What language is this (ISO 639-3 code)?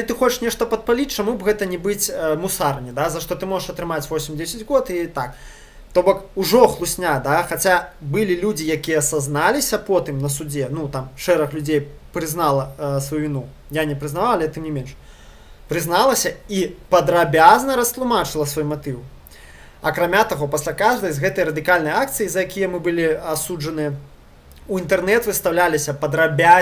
bel